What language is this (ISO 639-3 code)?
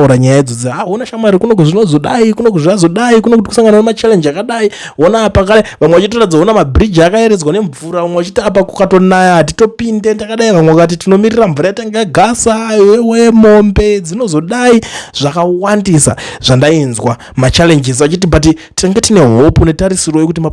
sna